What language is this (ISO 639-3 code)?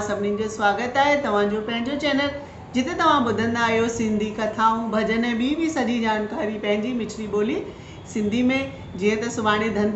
snd